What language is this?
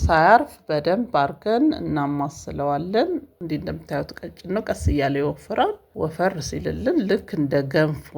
Amharic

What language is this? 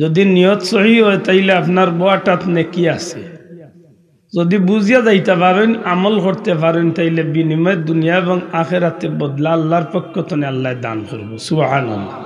Sylheti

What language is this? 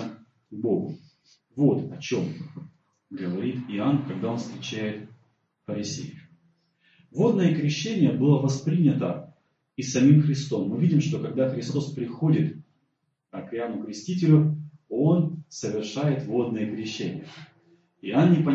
Russian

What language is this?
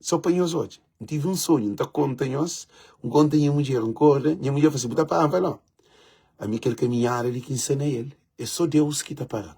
Kabuverdianu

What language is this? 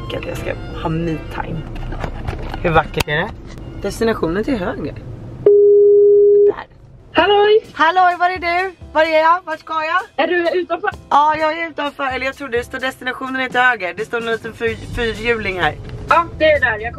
Swedish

